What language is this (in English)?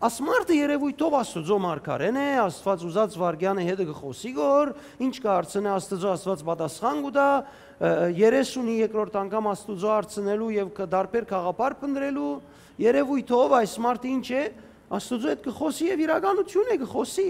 Western Armenian